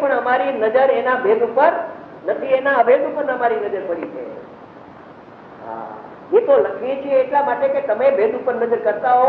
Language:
Gujarati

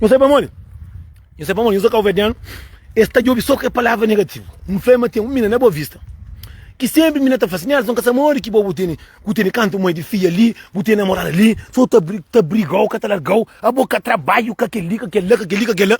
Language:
Kabuverdianu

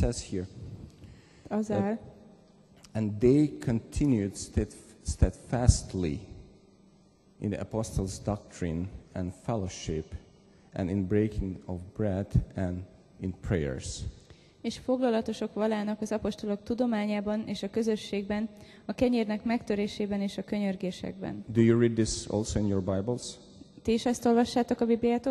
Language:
Hungarian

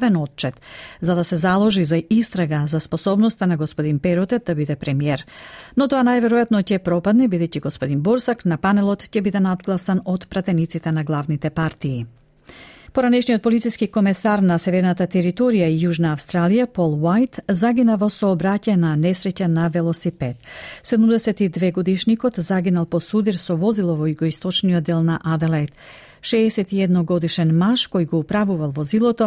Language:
Macedonian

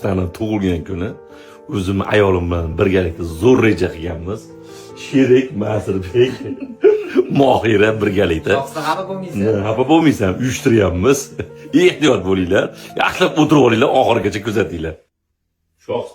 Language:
Uzbek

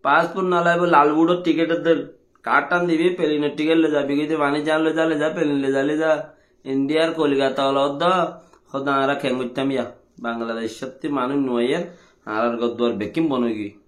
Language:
Rohingya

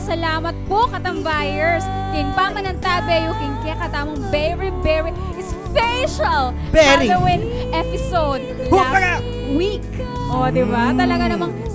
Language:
Pampanga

